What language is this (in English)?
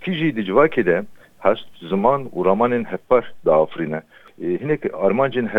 Kurdish